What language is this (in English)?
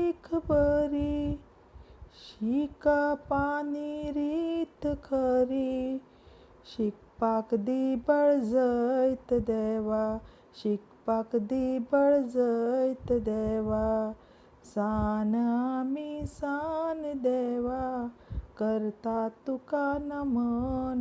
Konkani